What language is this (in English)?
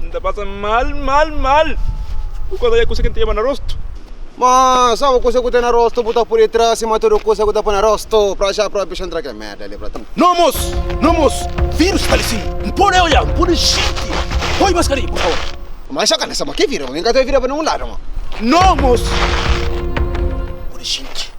Kabuverdianu